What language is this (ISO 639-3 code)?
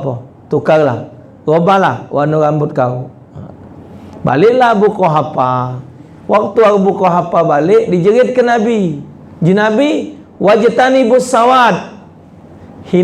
mui